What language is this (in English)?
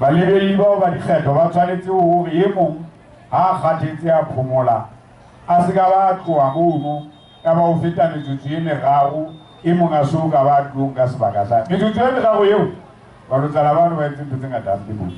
Southern Sotho